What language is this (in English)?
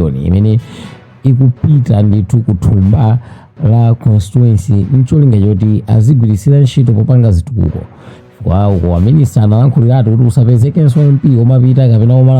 Nyanja